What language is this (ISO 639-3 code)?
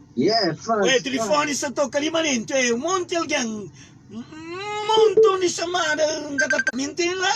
kea